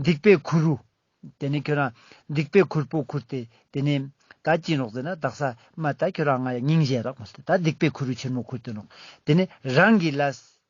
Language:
Ladakhi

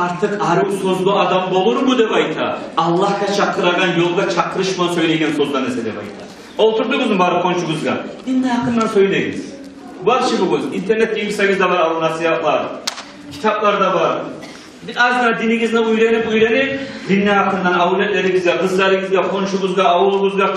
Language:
Kumyk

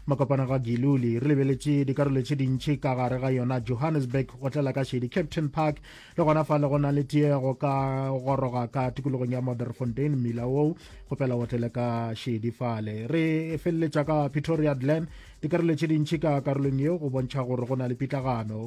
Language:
Northern Sotho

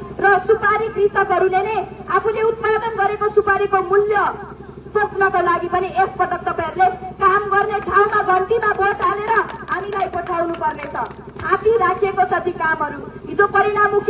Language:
Nepali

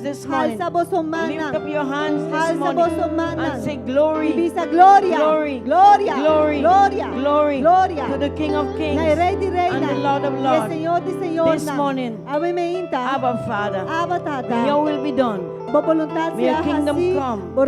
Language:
Papiamento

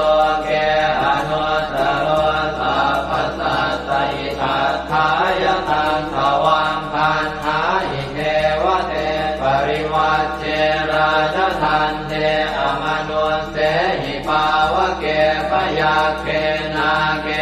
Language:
Pali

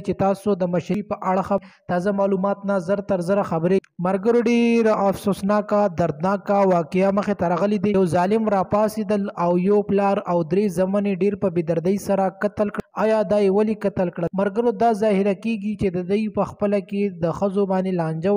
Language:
Pashto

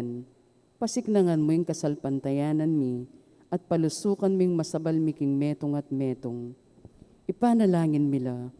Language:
Pampanga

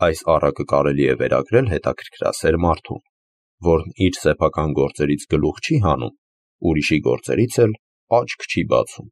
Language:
Armenian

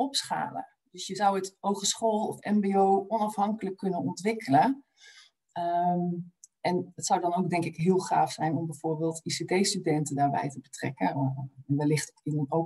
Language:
Dutch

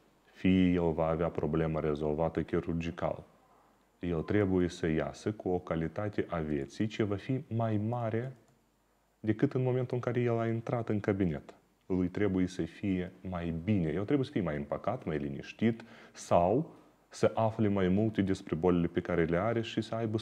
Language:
Romanian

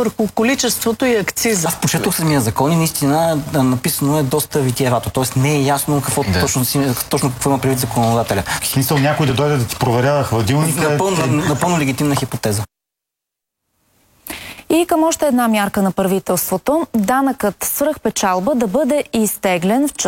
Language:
Bulgarian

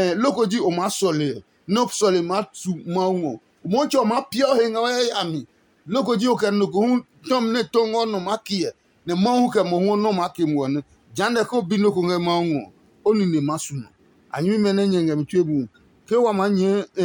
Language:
Adangme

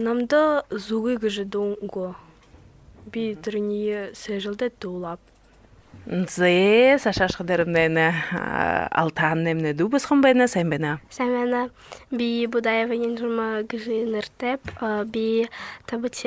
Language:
Buriat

